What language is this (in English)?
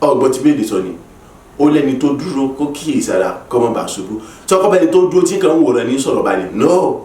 Yoruba